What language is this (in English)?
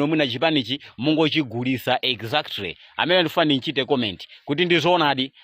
Nyanja